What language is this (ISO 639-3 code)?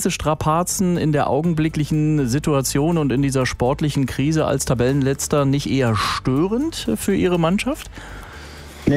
deu